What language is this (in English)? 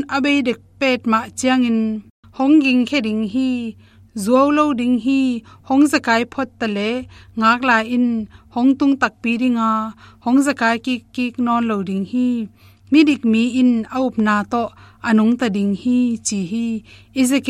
Tedim Chin